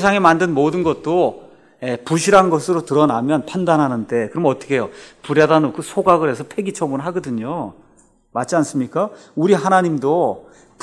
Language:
Korean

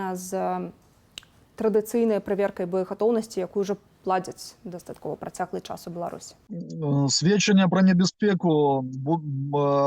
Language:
Belarusian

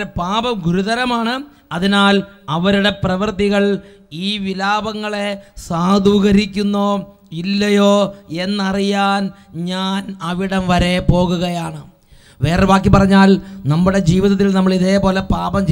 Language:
Malayalam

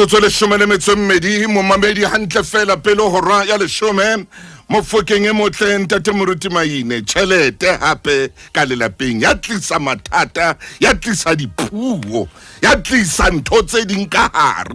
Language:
Southern Sotho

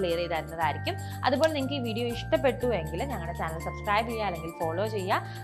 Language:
Malayalam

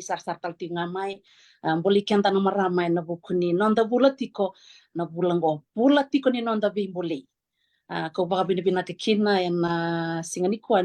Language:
Fijian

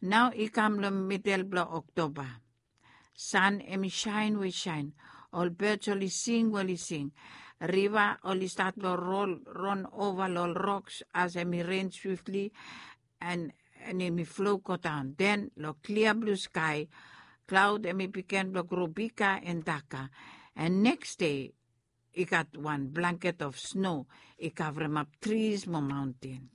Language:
Bislama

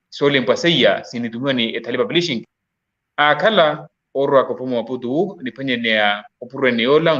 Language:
Makhuwa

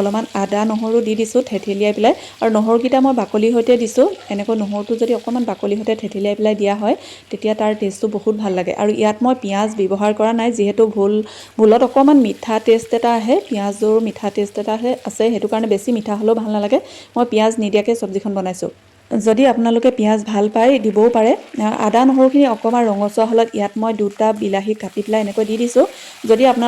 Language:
Assamese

